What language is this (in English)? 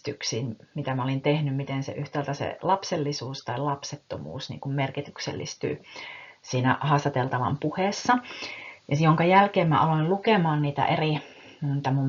Finnish